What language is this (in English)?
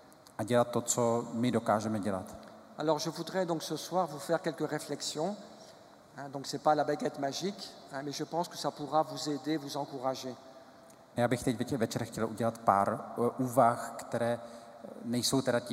Czech